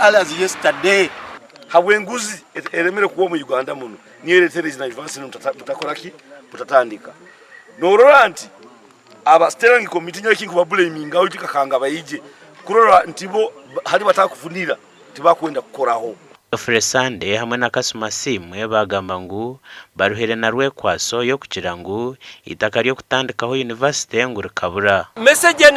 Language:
Nyankole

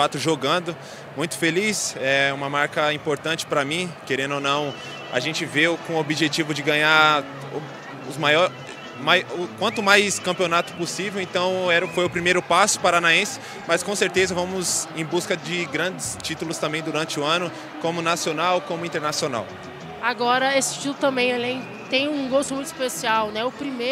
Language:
Portuguese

